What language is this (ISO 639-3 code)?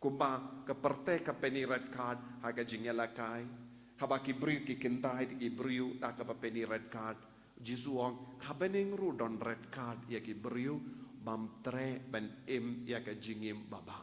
kha